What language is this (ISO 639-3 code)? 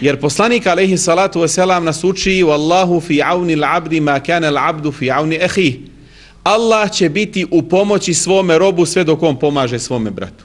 bos